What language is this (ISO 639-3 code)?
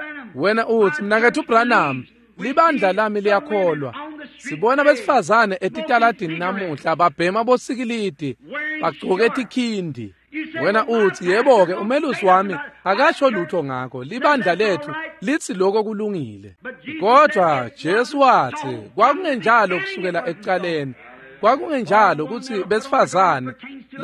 ssw